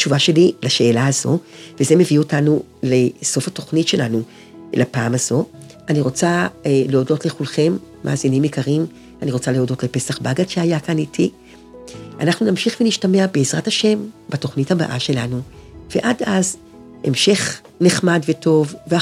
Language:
Hebrew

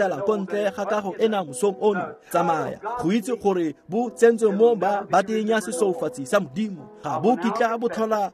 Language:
Tswana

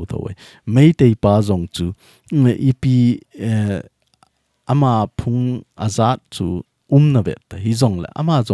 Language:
Thado Chin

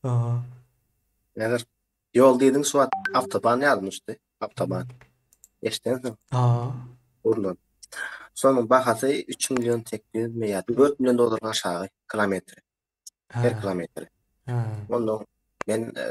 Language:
Turkmen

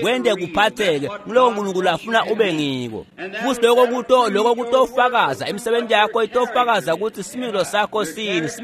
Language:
Swati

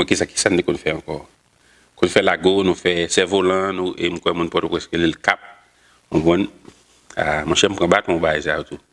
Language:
Haitian Creole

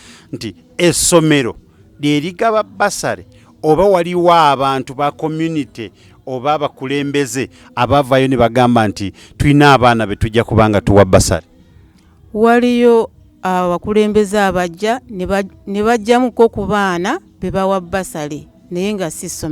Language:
Ganda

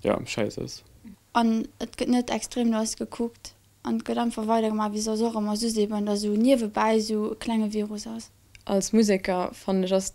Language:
Luxembourgish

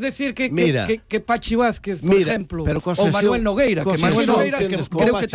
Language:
Galician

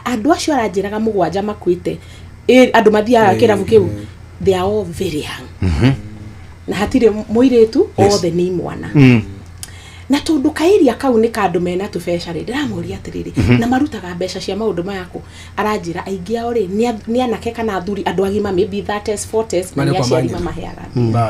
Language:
Kikuyu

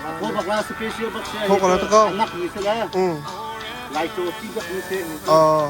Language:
Hakha Chin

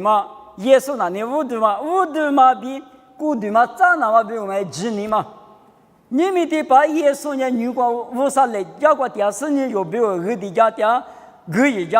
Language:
Lisu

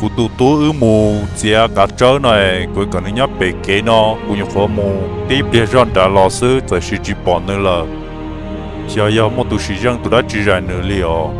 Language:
Hmong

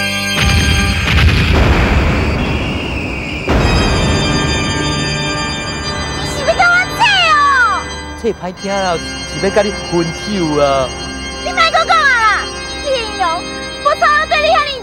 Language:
Min Nan Chinese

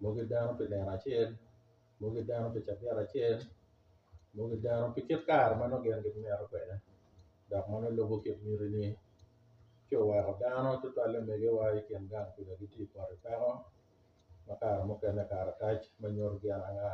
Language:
Acoli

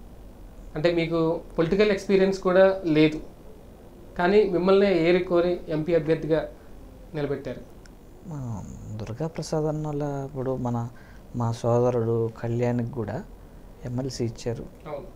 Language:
Telugu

